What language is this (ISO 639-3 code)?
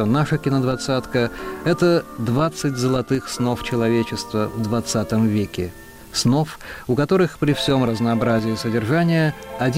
rus